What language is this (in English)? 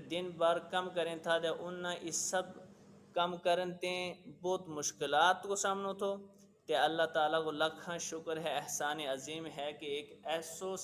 Gujari